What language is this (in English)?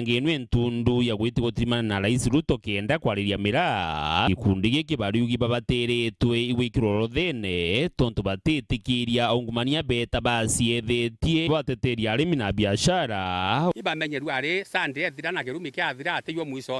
Meru